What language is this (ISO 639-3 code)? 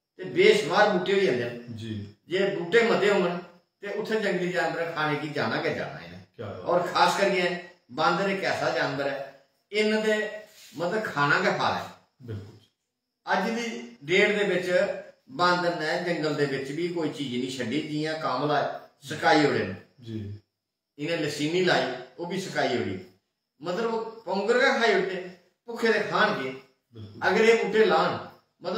doi